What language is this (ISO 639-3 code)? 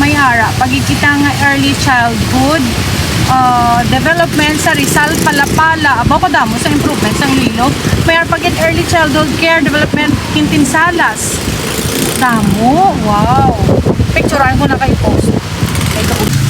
hil